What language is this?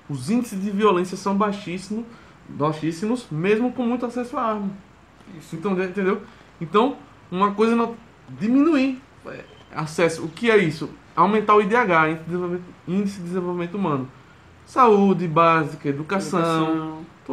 Portuguese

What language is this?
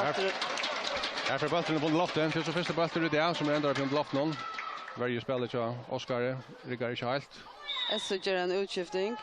Faroese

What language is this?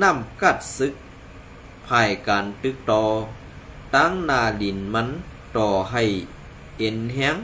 Shan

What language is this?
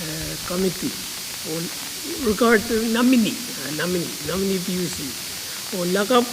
Pohnpeian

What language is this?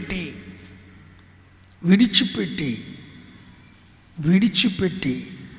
Telugu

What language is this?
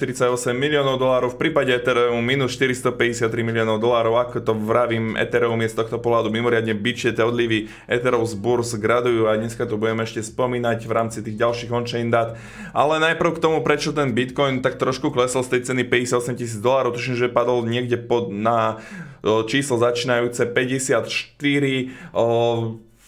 Slovak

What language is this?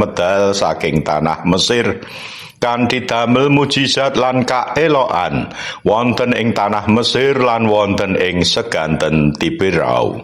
Javanese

